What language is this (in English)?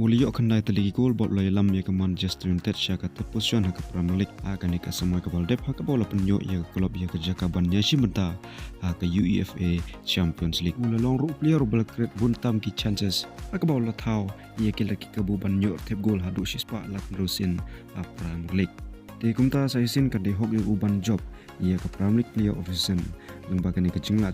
Khasi